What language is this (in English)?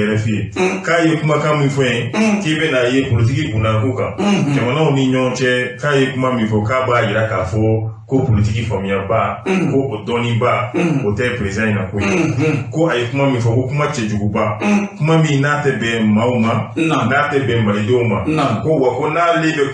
Bambara